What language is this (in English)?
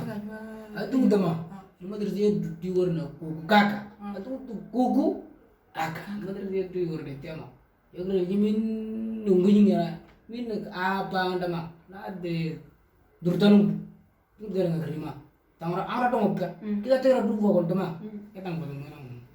Moro